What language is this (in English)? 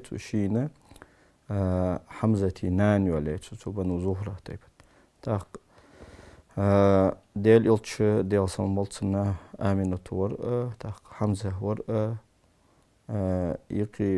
Ingush